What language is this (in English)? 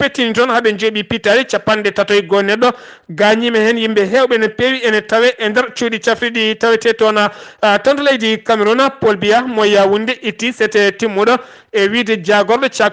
Fula